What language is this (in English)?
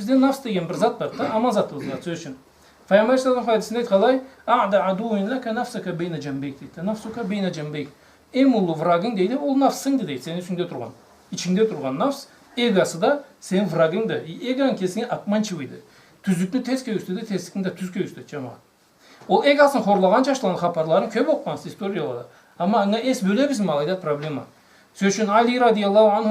Karachay-Balkar